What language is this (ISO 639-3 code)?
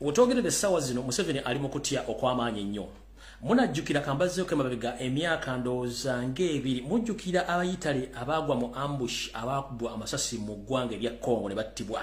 lug